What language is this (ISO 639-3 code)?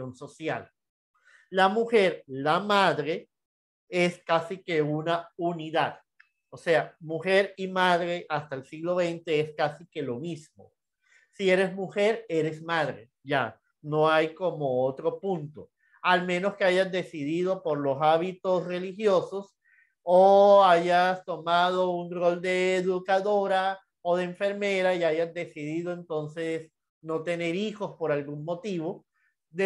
spa